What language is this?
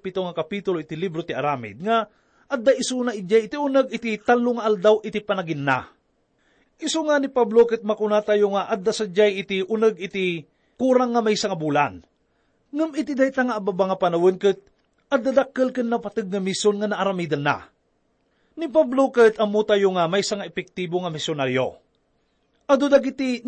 Iloko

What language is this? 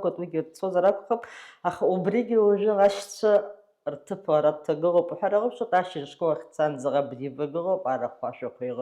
Abkhazian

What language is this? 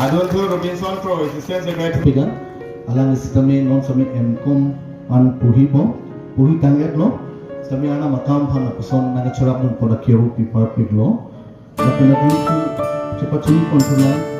Karbi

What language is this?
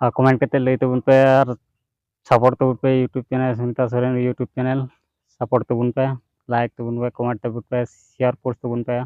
Santali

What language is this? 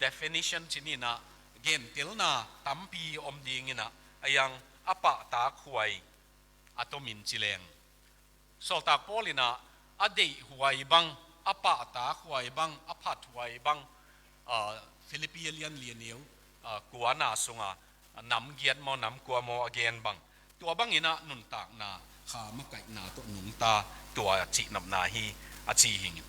Tedim Chin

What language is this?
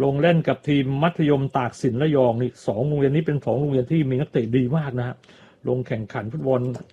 Thai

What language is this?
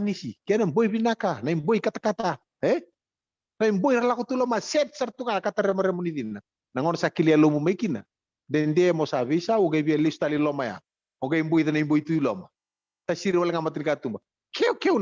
Fijian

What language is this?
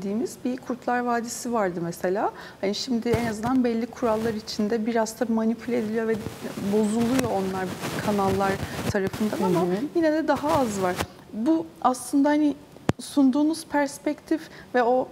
Turkish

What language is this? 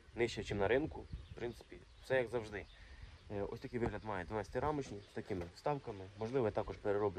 Ukrainian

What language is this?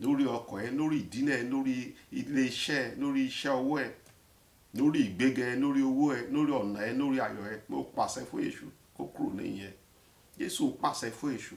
Yoruba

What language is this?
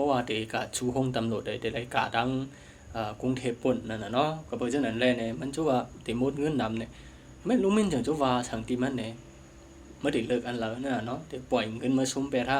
Shan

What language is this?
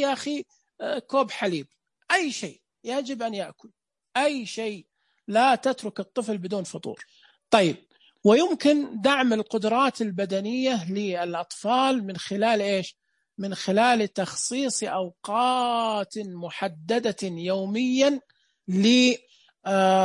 Najdi Arabic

